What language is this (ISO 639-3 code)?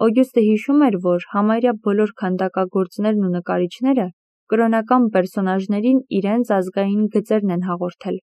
hye